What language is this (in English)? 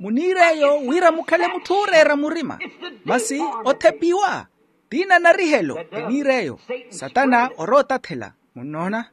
Makhuwa